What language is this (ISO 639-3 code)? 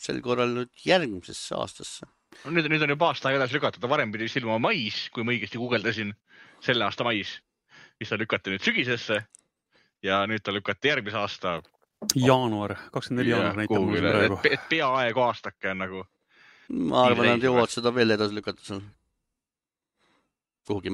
est